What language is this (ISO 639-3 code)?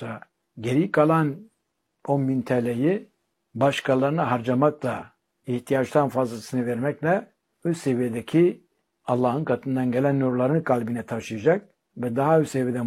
tur